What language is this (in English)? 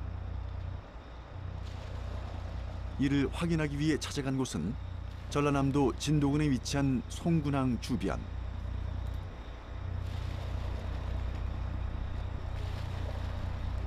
Korean